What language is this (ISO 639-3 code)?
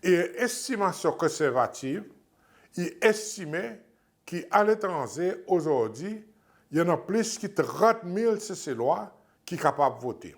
crs